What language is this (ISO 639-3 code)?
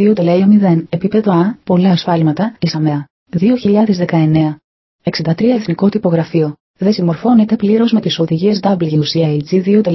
ell